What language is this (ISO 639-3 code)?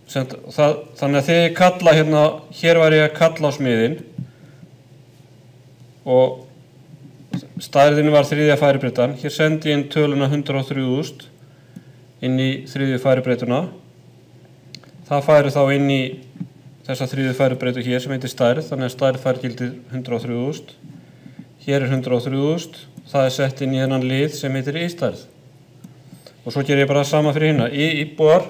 isl